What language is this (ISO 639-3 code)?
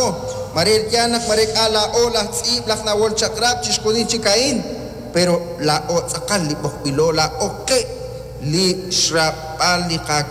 kek